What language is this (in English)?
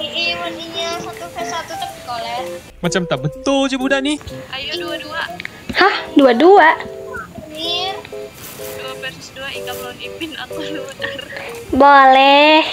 Banjar